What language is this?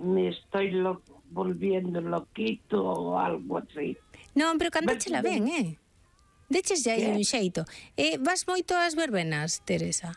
Galician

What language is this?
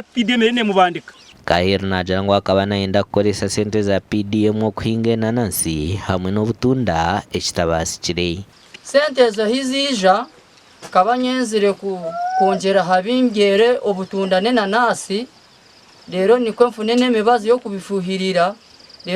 Nyankole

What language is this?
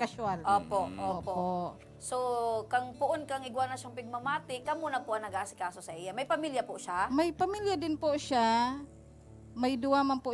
Bikol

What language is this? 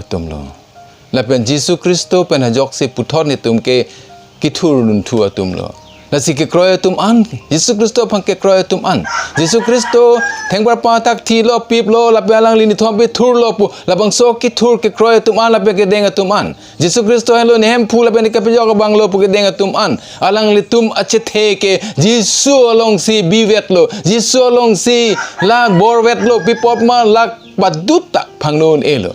Karbi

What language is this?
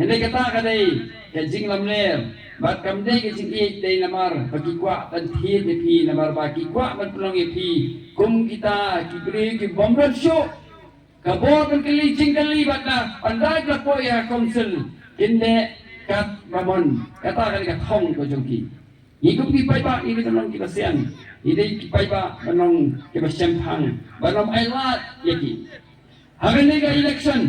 Khasi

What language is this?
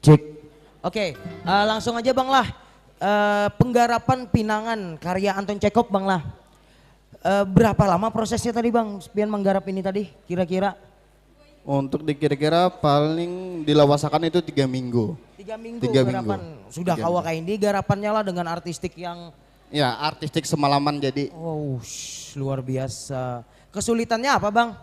Banjar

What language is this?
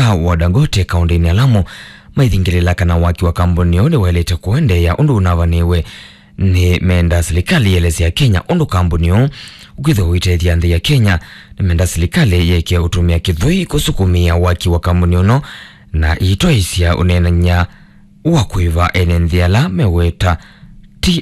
Kamba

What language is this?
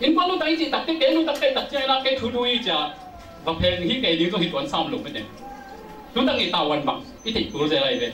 Tedim Chin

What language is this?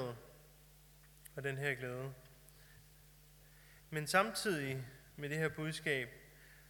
Danish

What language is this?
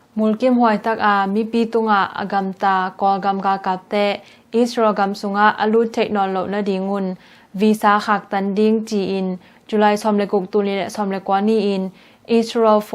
Tedim Chin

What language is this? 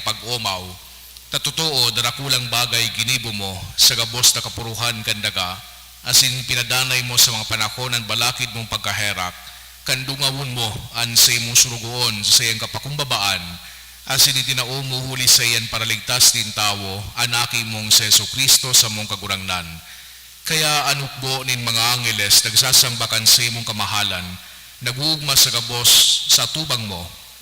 Bikol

